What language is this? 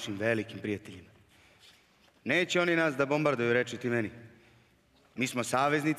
Serbian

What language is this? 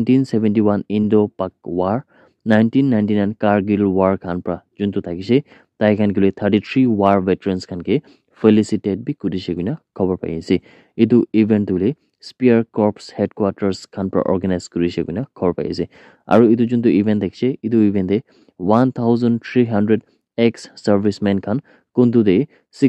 Naga Pidgin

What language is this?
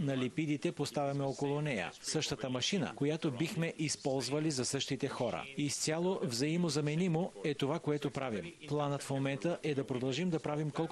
Bulgarian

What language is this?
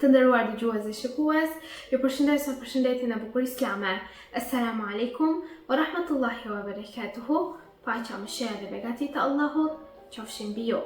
Albanian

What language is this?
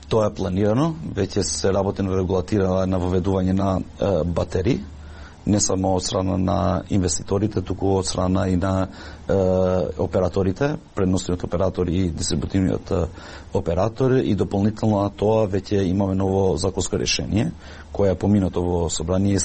Macedonian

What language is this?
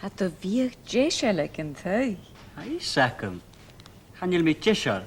Scottish Gaelic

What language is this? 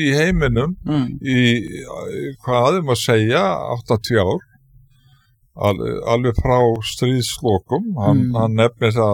Icelandic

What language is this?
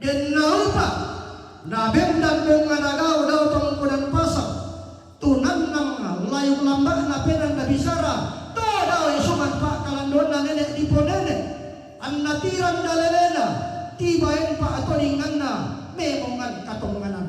Toraja-Sa'dan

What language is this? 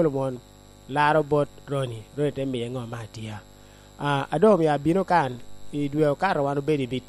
Lango (Uganda)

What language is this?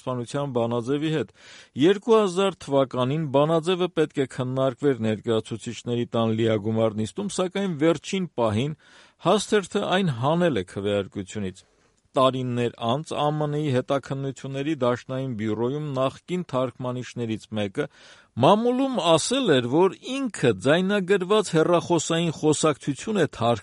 Armenian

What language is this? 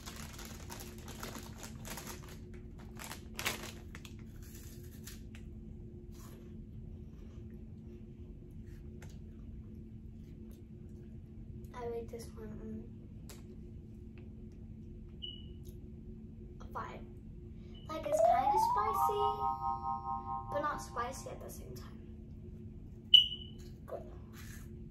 English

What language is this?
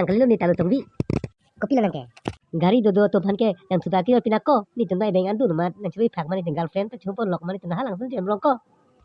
Karbi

